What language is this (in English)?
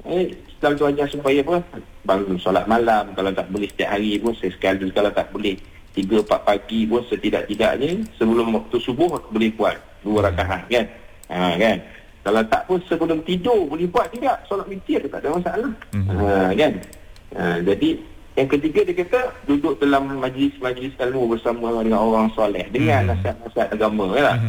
Malay